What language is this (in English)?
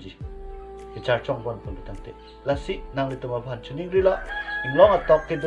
Karbi